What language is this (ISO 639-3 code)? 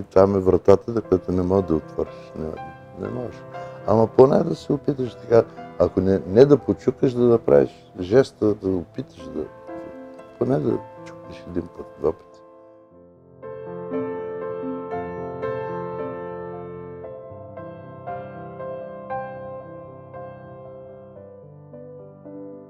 bul